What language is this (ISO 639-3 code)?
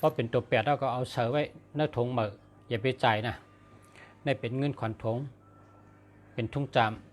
shn